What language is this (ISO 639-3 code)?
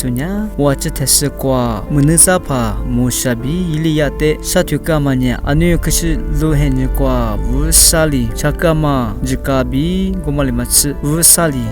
lis